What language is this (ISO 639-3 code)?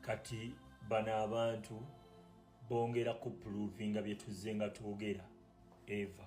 lug